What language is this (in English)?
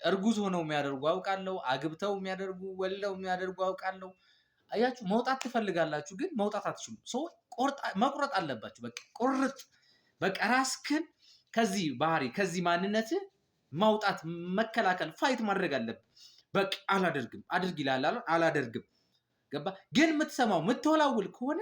Amharic